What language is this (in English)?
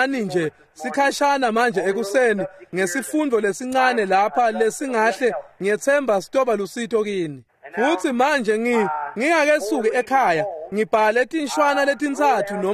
Swati